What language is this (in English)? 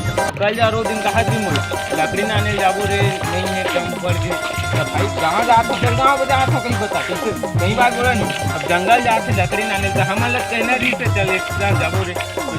Chhattisgarhi